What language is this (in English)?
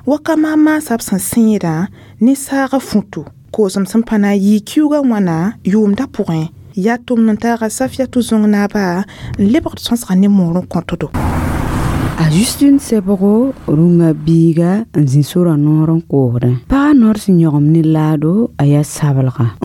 Mossi